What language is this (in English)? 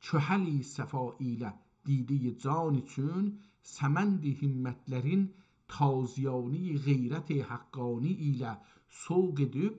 South Azerbaijani